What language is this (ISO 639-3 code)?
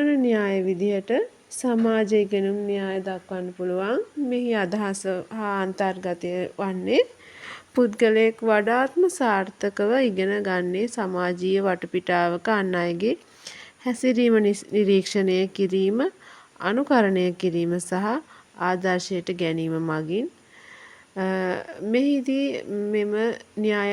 sin